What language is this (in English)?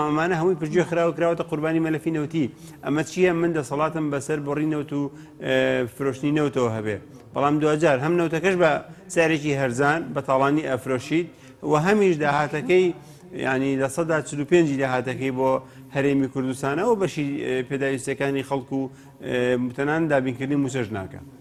Central Kurdish